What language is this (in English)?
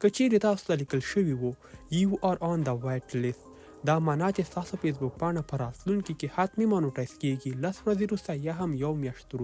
Pashto